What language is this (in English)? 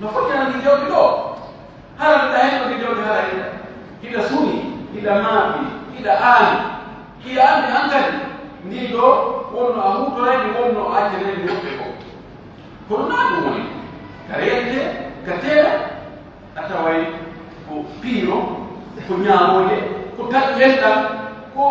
Pular